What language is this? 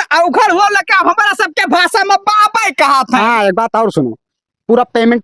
Awadhi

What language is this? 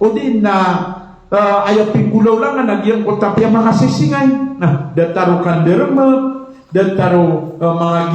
Maranao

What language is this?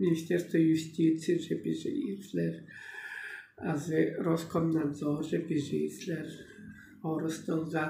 Tuvinian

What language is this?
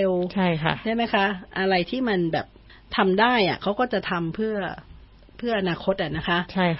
Thai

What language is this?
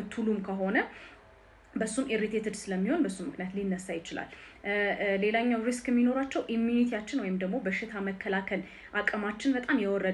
Amharic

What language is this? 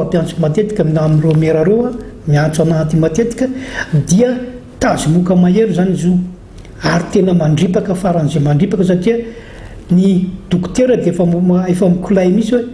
Malagasy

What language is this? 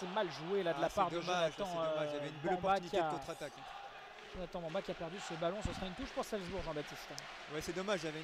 French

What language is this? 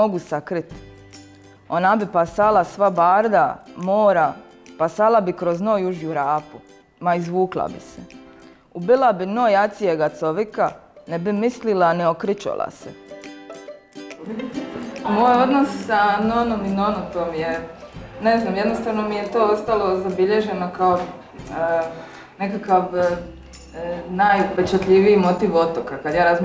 Croatian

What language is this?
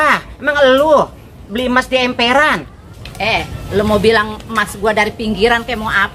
Betawi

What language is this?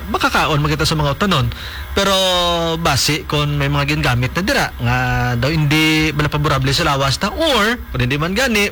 Hiligaynon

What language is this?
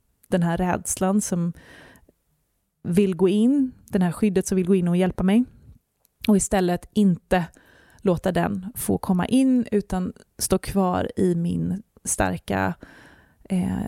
Swedish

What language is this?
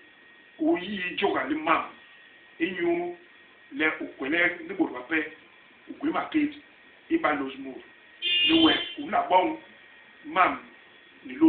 Basaa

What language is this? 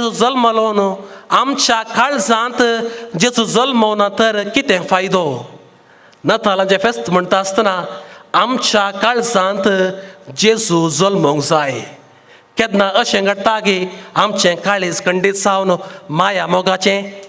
Konkani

